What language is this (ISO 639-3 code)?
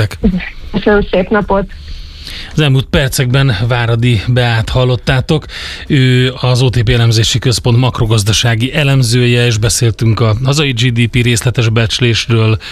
hun